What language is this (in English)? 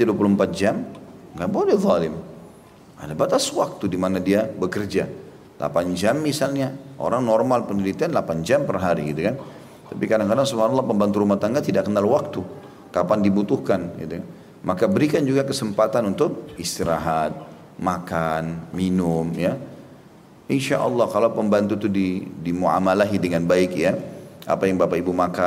Indonesian